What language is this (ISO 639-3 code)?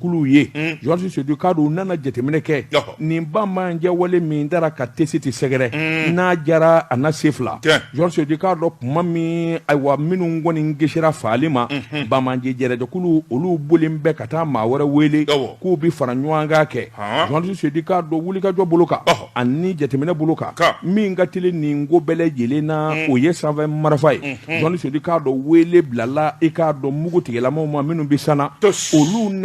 bam